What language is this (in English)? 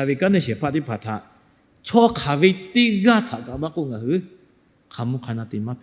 Lahu